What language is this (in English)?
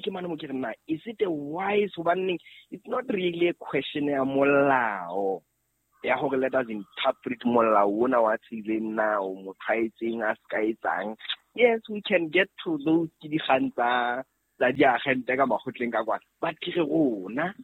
Southern Sotho